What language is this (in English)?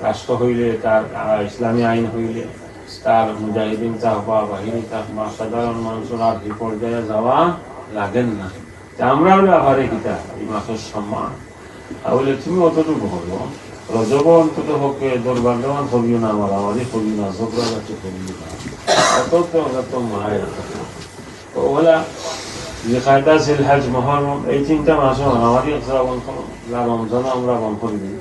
Sylheti